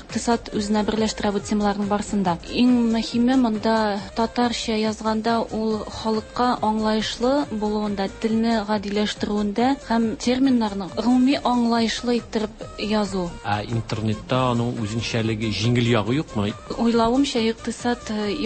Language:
Tatar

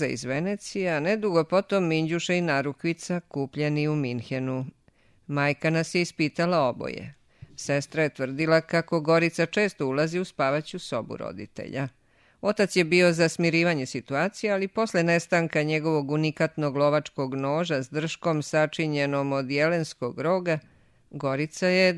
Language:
Serbian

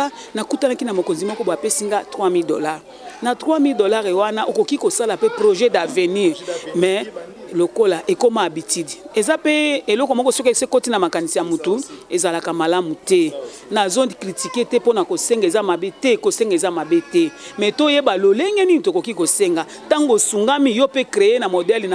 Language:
Lingala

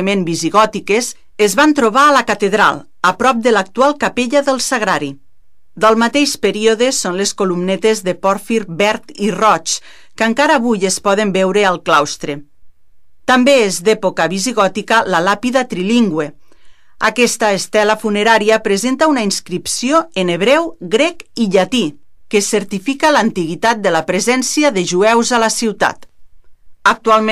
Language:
Catalan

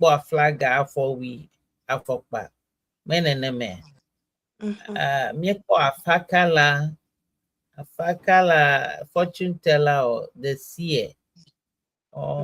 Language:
Ewe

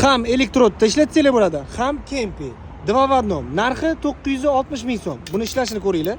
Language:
Uzbek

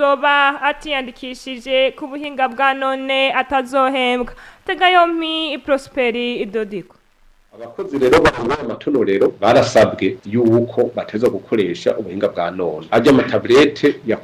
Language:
Rundi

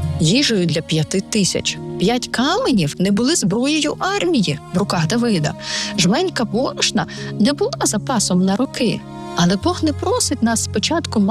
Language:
Ukrainian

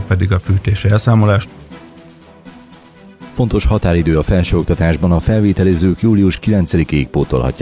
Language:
Hungarian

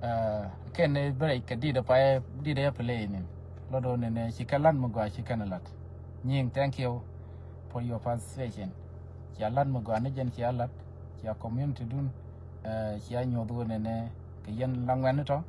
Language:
Nuer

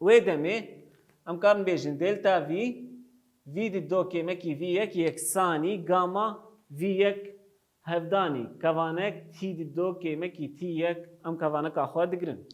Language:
Kurdish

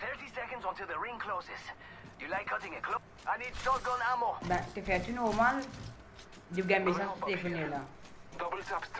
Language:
Morisyen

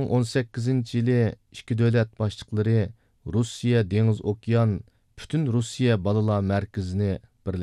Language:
Uyghur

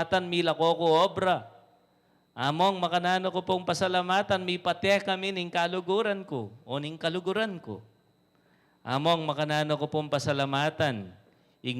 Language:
Pampanga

